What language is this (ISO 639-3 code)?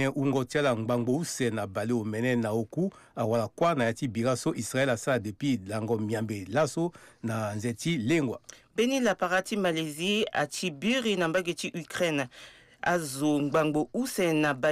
sag